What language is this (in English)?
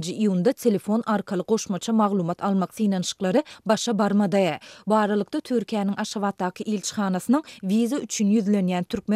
Turkmen